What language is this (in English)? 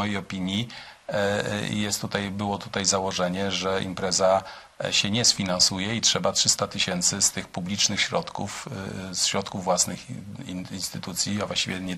Polish